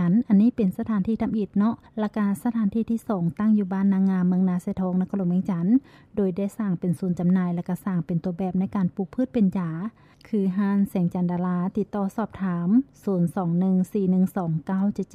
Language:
Lao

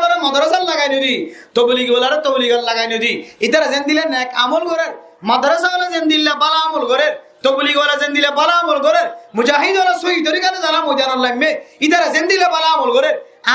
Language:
Rohingya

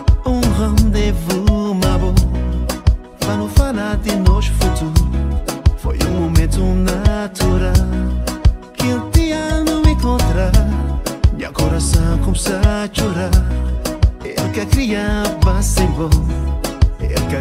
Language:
Portuguese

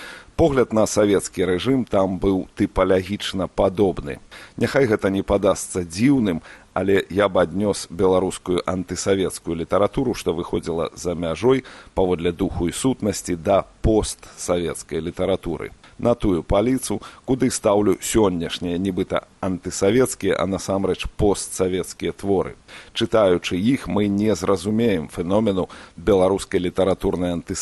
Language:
Belarusian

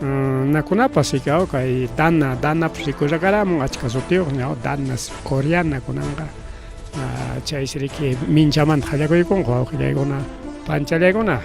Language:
Ayacucho Quechua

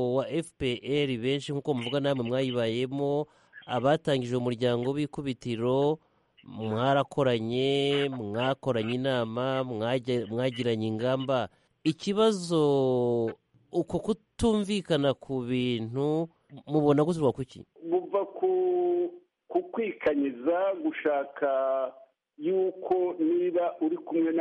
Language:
Kinyarwanda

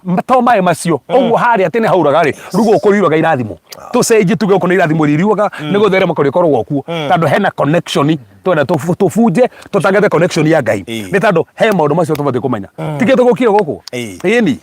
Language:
Kikuyu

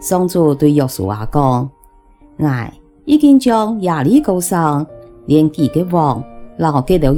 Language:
Hakka Chinese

